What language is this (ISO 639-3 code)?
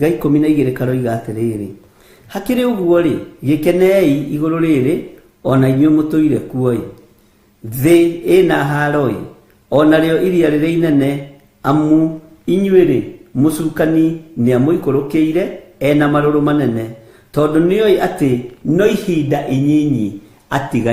kik